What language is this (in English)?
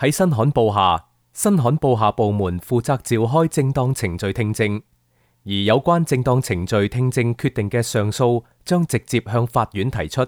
Cantonese